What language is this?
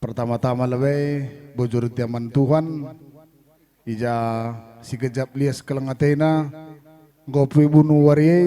Batak Karo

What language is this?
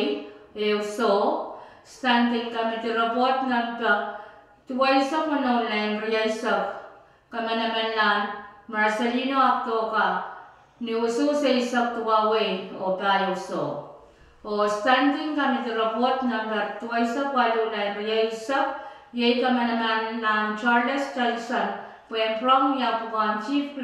Pohnpeian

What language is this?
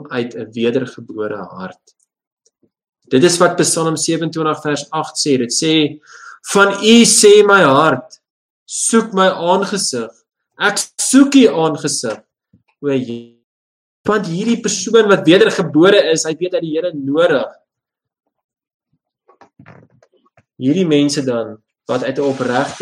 Afrikaans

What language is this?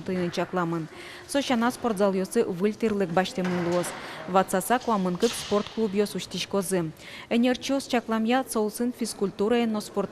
Udmurt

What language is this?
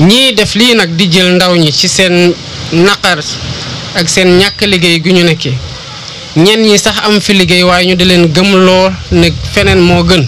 Wolof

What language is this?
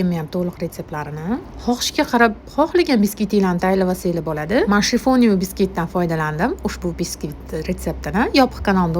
Uzbek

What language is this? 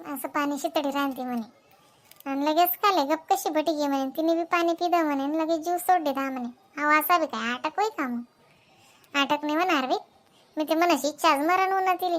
Khandesi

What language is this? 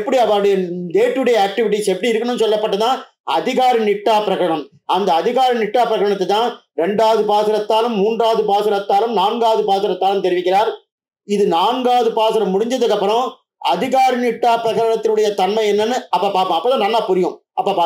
Tamil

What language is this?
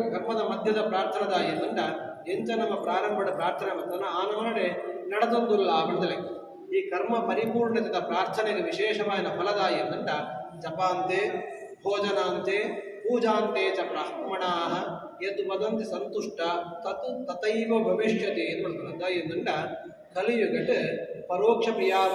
Tulu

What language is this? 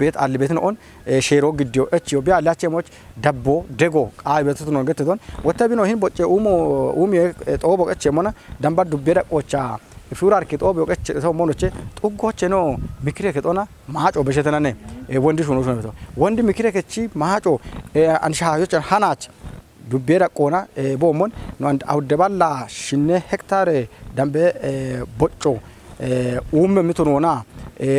Kafa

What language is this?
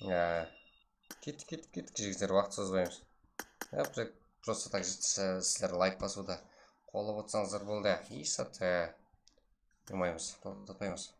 Kara-Kalpak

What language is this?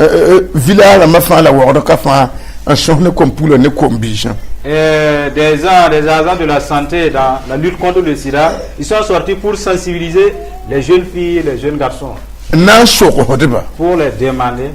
Mossi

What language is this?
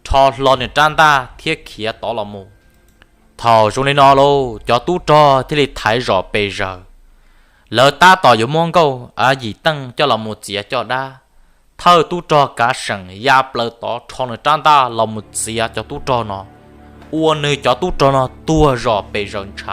Hmong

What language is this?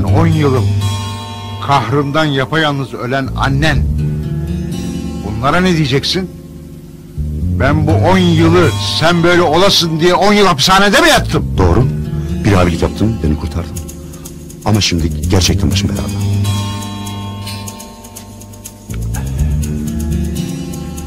Turkish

